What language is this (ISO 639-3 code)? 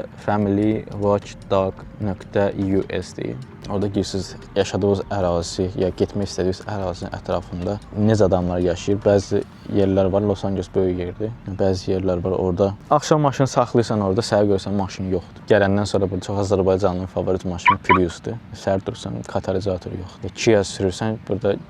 aze